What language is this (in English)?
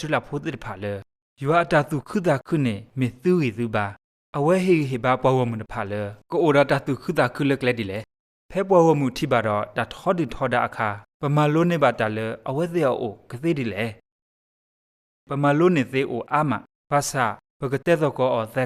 S'gaw Karen